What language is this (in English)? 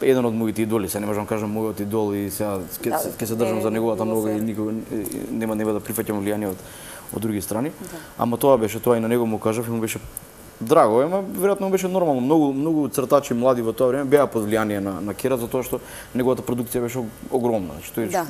Macedonian